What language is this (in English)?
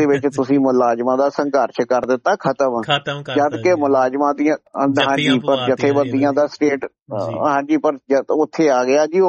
Punjabi